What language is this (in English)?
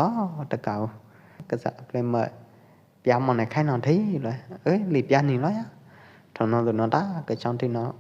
Pwo Eastern Karen